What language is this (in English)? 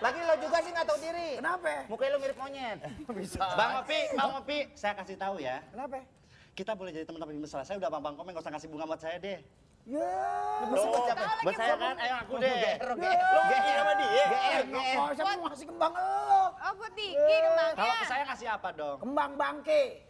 Betawi